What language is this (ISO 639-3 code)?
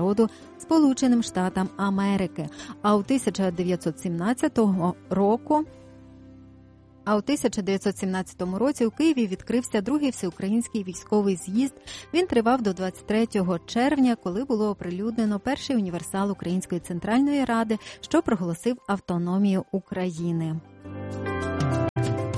ukr